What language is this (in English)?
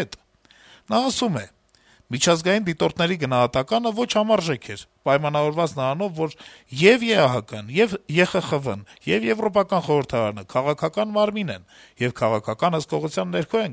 Armenian